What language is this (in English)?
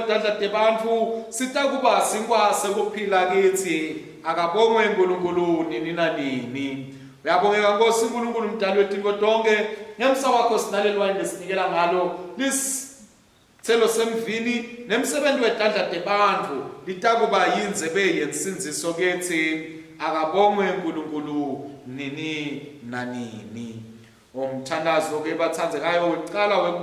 Swati